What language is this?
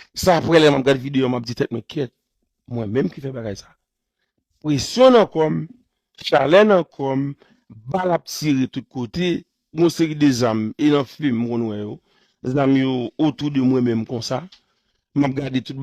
Haitian Creole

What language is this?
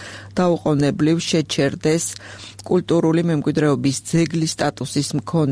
Georgian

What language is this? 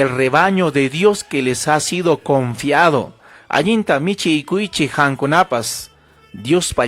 Ayacucho Quechua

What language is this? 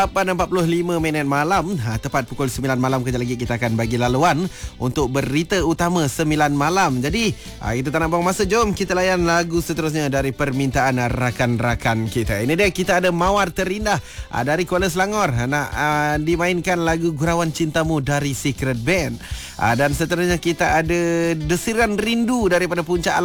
Malay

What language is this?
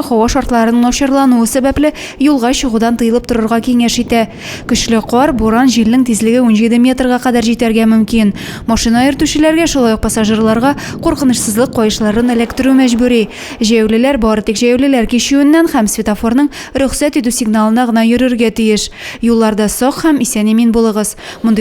Tatar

